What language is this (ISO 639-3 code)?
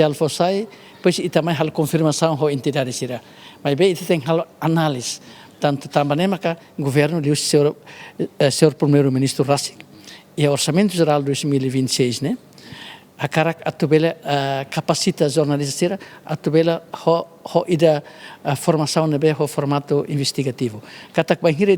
tet